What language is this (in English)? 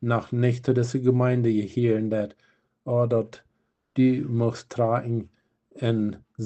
Plautdietsch